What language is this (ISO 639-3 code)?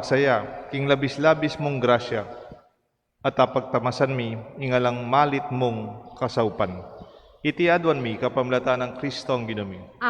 pam